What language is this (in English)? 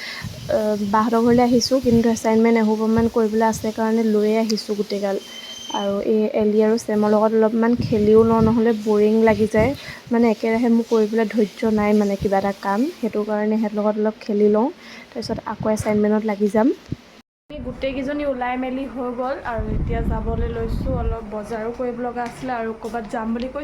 Assamese